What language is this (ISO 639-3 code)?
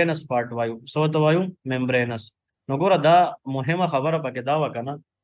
pus